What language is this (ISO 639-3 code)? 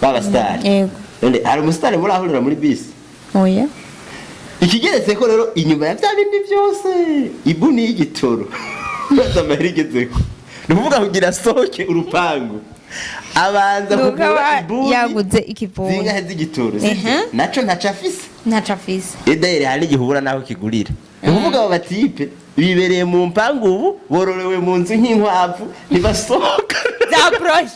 run